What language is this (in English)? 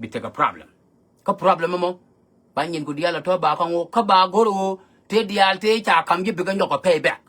Nuer